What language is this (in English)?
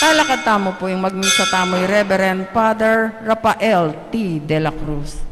Pampanga